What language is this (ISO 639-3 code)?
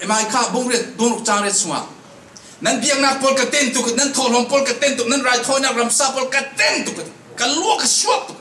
cfm